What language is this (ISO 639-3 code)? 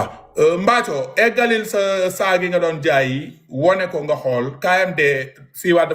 wol